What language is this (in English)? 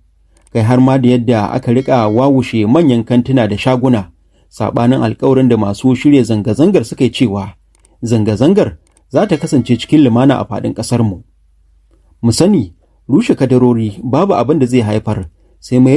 Hausa